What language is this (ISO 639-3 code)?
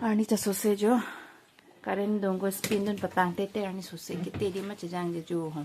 mjw